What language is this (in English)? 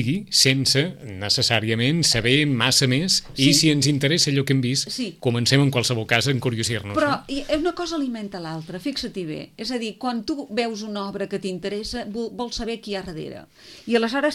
Catalan